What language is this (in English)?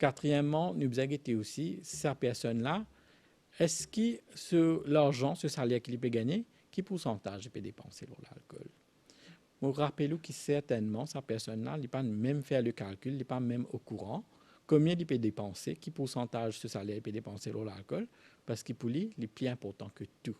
Morisyen